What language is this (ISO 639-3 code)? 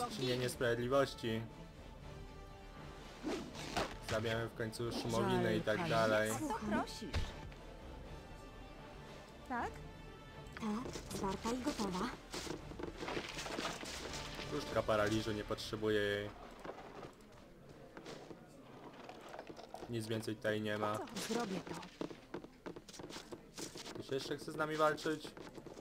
pol